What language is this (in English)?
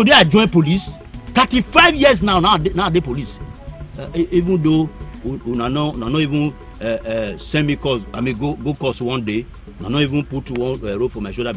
Nigerian Pidgin